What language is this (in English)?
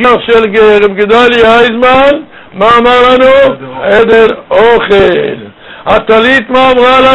Hebrew